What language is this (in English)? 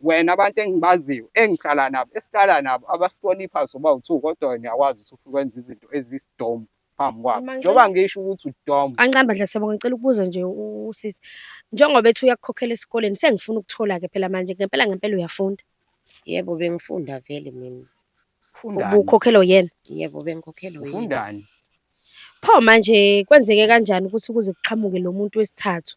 Zulu